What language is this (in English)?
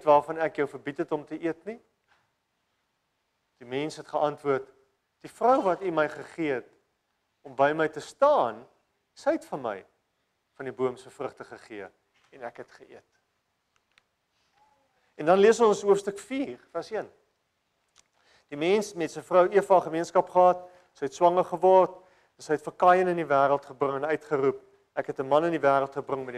Afrikaans